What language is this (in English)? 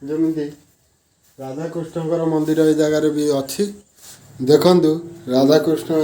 Odia